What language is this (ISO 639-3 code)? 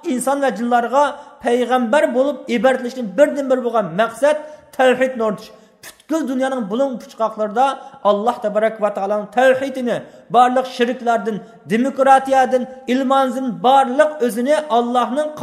uig